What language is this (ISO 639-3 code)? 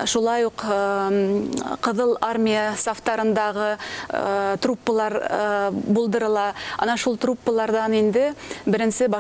bak